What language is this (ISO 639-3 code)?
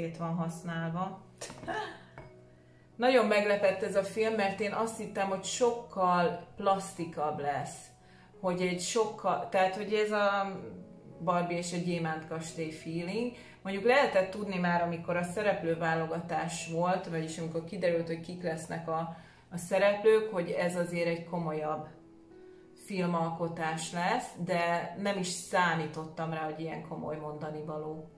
hun